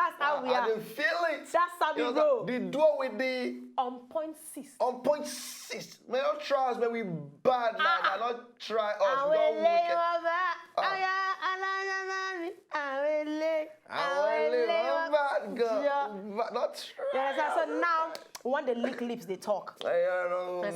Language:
Nigerian Pidgin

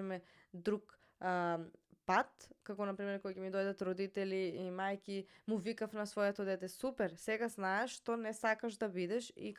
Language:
Macedonian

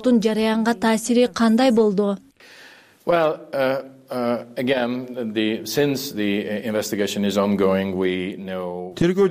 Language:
Kyrgyz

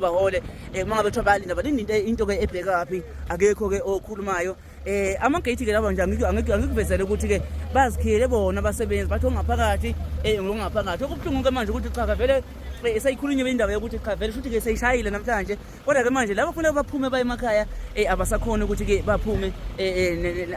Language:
Zulu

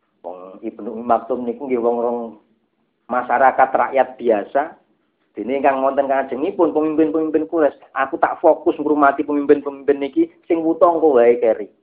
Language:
Javanese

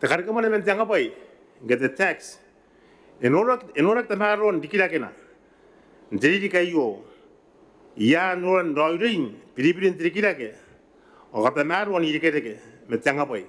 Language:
Gilbertese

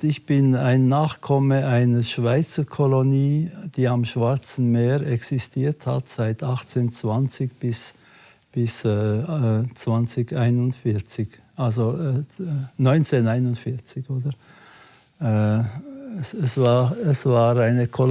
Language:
Swiss German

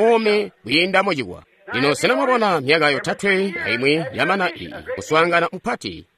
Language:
Tonga (Zambia)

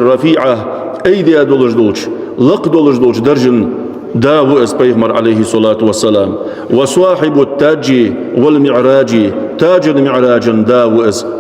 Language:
Ingush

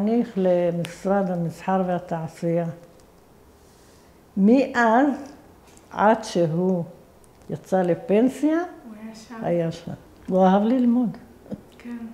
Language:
Hebrew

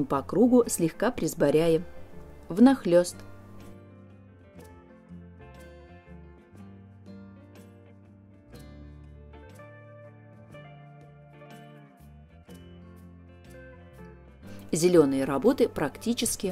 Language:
Russian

